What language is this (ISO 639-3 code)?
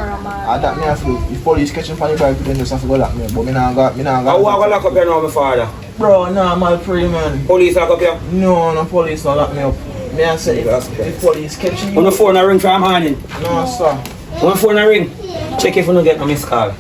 jam